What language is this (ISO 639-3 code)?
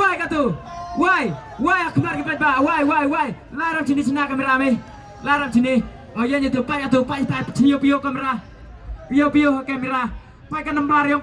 kha